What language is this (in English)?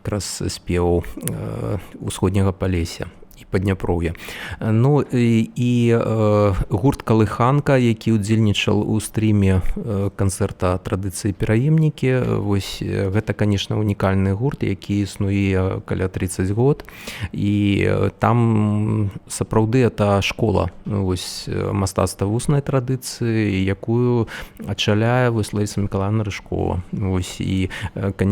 Belarusian